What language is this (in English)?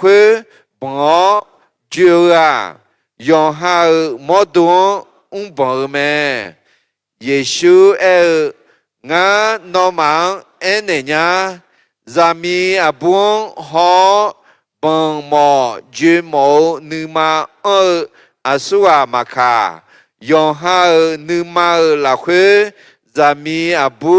Akha